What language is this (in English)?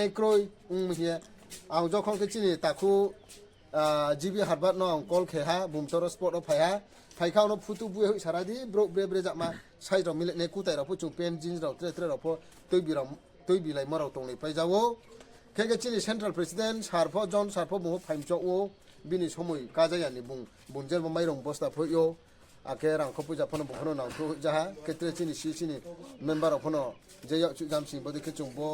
Riang (India)